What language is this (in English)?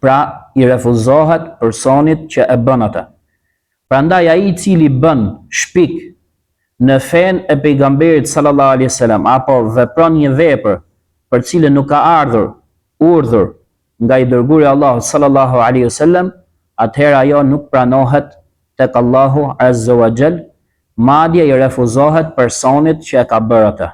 Albanian